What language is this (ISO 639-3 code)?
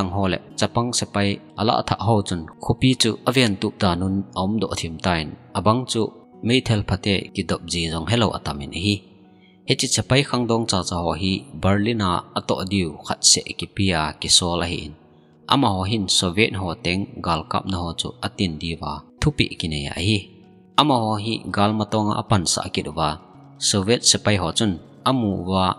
tcz